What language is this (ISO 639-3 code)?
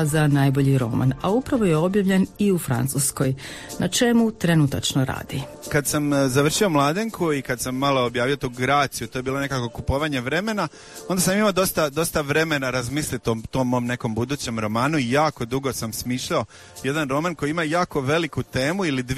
hrv